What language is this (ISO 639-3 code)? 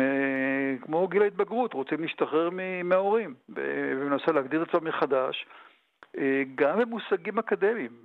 heb